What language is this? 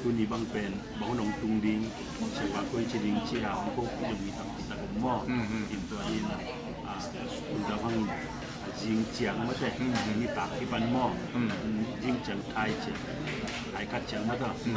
Tedim Chin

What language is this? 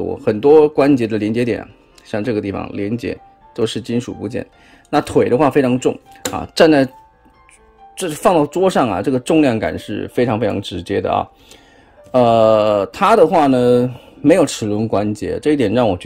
Chinese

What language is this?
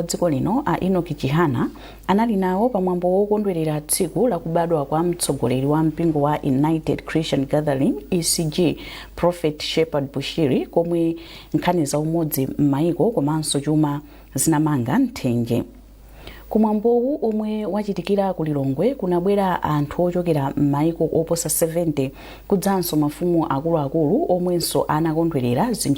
Nyanja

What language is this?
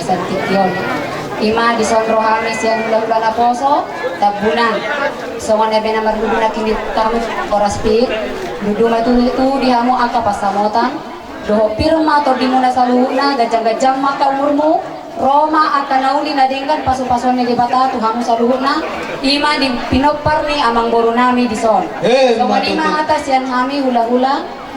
Batak Toba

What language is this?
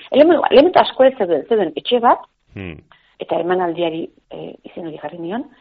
Basque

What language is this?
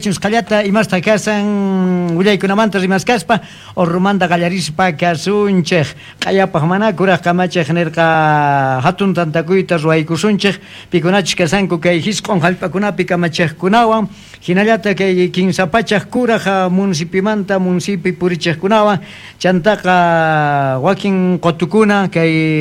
Quechua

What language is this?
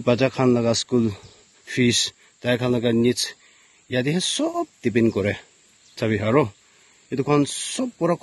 Naga Pidgin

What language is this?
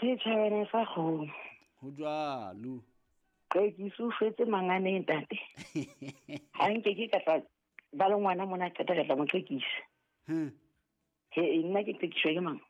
Southern Sotho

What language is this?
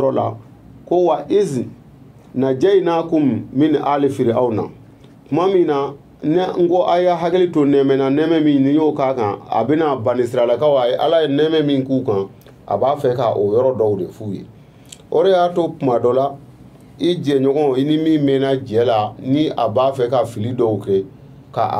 Bambara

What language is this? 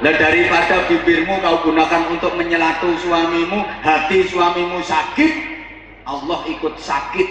Javanese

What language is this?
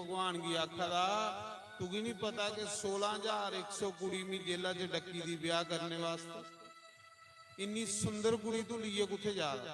Dogri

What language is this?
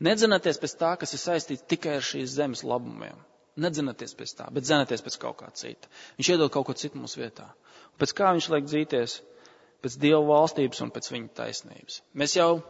Latvian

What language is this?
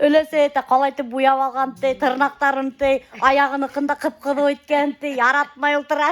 Bashkir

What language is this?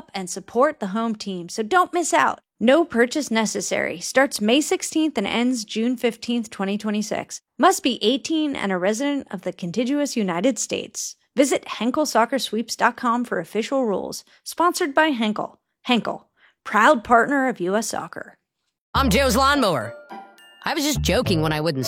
English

